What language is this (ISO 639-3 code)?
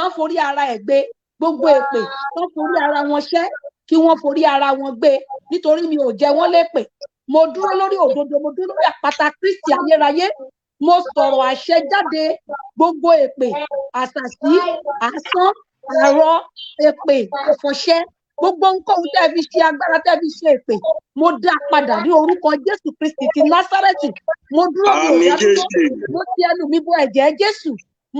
yor